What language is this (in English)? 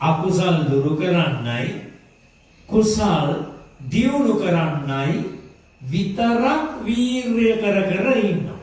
Sinhala